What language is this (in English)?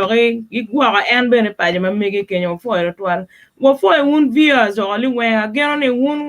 Acoli